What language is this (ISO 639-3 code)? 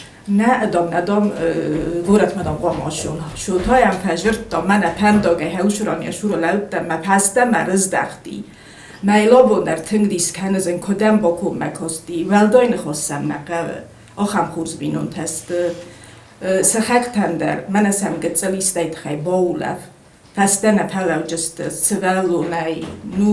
oss